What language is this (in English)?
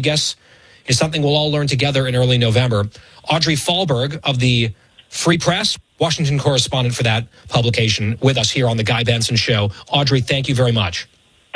English